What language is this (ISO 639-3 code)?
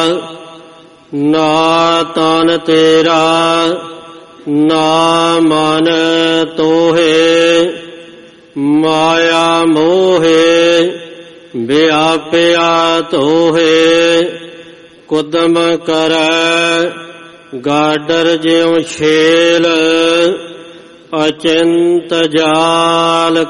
pan